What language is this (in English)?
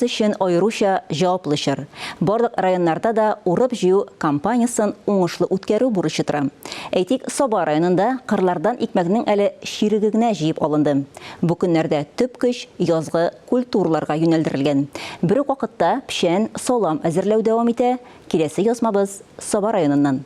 Tatar